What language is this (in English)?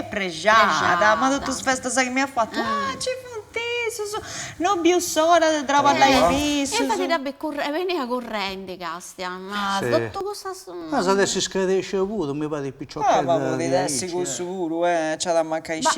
Sardinian